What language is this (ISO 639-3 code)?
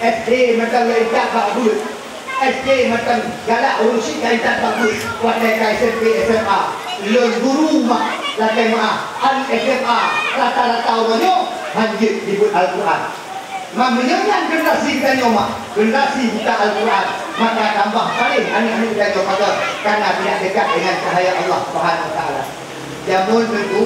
ace